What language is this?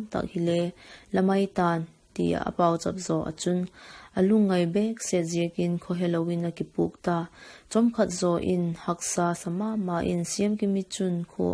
Vaiphei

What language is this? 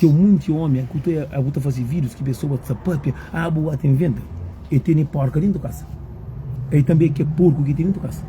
Kabuverdianu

